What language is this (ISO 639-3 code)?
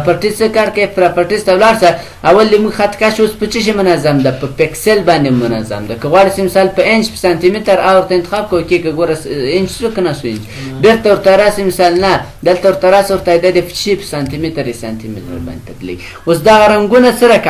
pus